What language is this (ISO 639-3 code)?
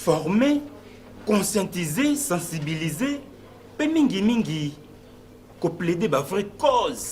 lin